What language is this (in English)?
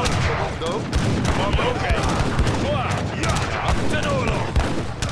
Dutch